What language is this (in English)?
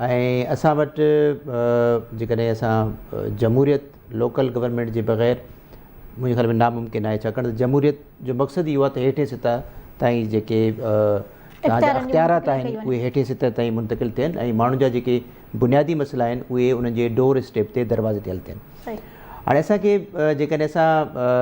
Sindhi